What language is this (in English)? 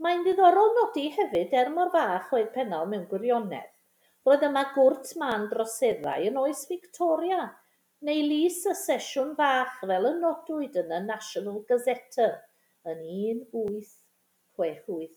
Welsh